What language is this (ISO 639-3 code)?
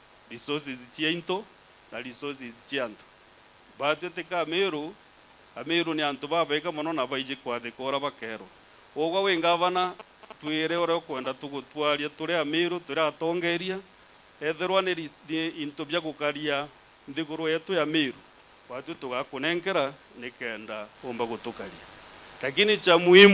mer